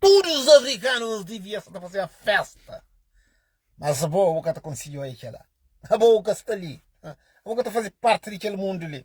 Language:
Kabuverdianu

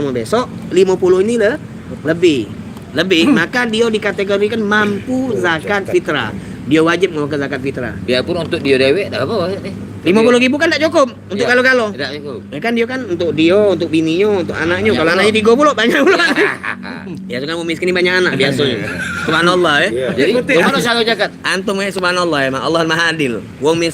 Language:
Musi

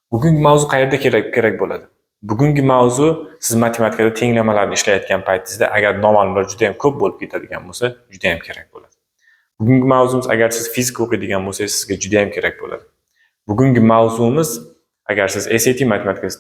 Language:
Uzbek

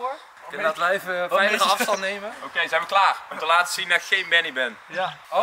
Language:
Dutch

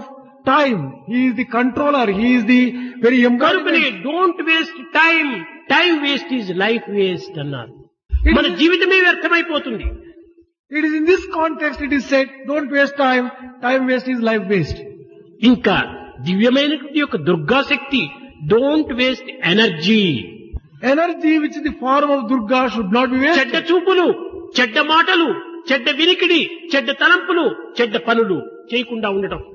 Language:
Telugu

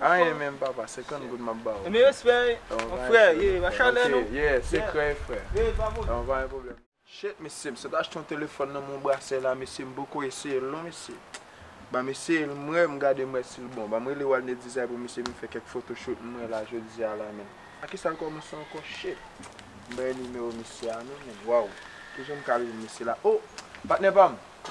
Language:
Haitian Creole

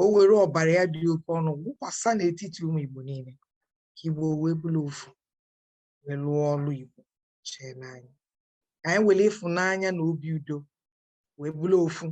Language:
Igbo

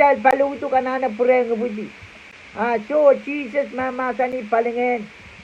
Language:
Pohnpeian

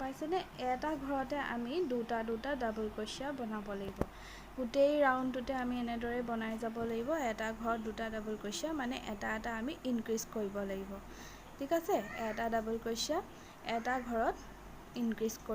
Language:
Assamese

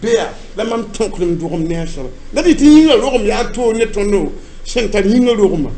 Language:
Mossi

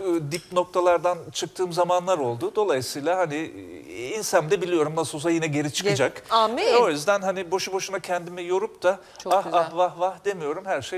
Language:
Turkish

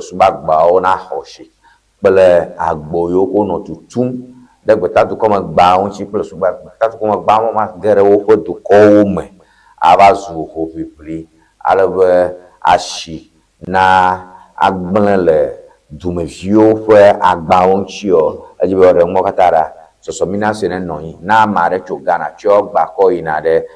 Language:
Ewe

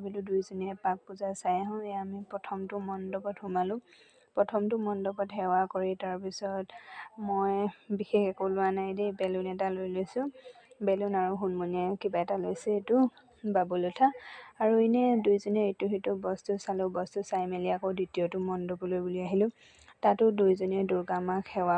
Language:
Assamese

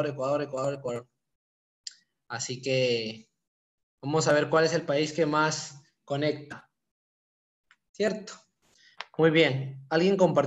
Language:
Spanish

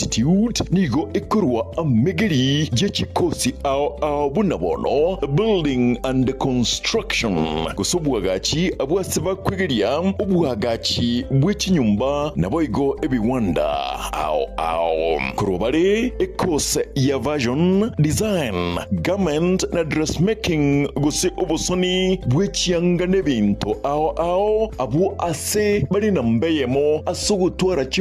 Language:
Gusii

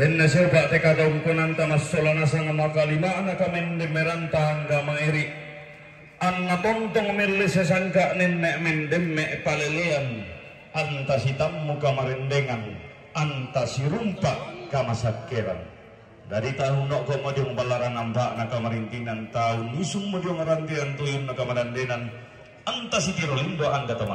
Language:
Toraja-Sa'dan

